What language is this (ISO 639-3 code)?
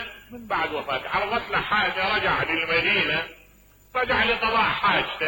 acm